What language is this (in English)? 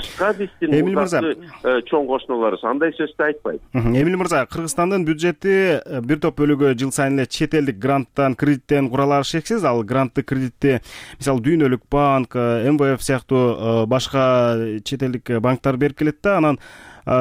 Kyrgyz